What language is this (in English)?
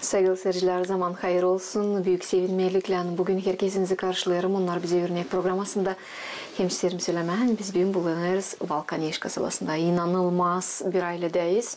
Gagauz